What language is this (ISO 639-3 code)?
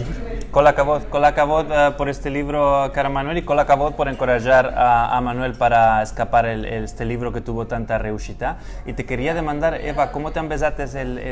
lad